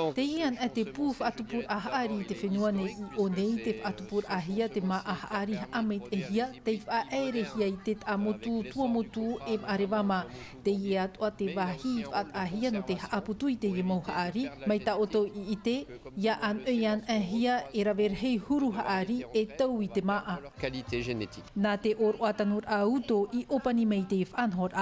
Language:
Tahitian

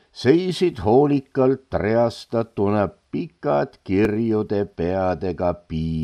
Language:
Estonian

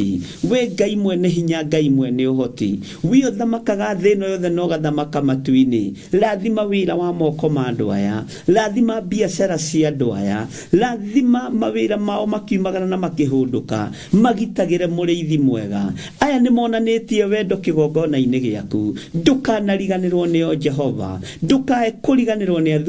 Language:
Kikuyu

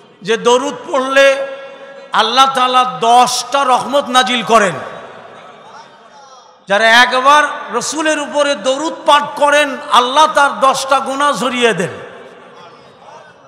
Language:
Bangla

